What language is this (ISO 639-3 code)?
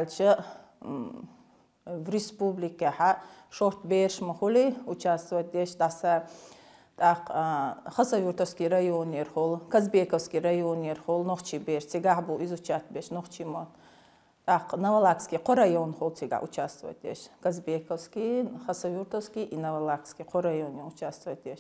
che